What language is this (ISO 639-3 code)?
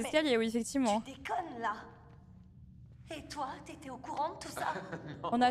fra